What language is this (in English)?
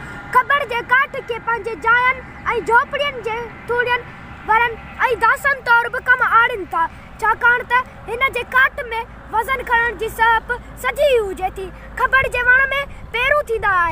Sindhi